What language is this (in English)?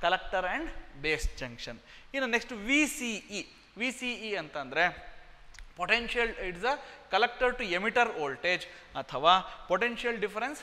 Kannada